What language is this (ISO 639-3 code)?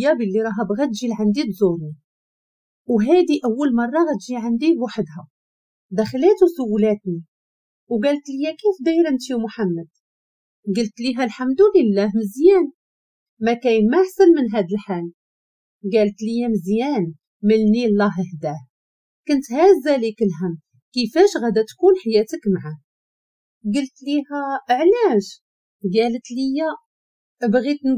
ary